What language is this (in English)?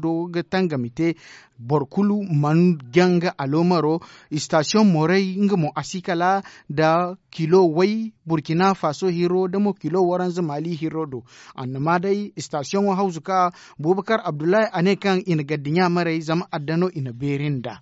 Zarma